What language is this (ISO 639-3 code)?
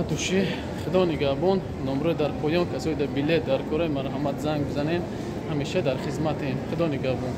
tgk